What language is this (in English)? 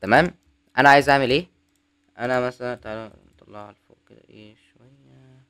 Egyptian Arabic